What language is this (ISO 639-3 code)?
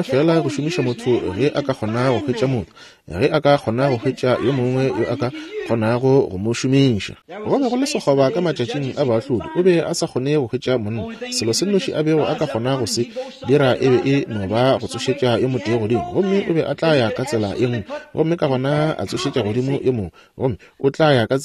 nso